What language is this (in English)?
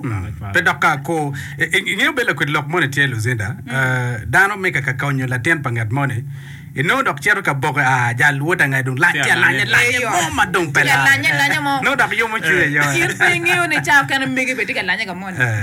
Acoli